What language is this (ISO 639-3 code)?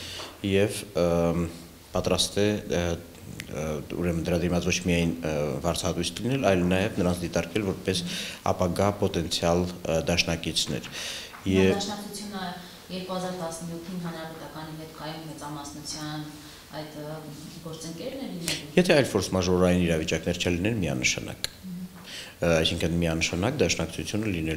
hye